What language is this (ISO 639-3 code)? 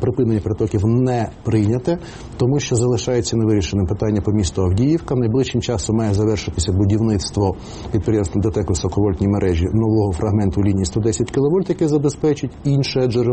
ukr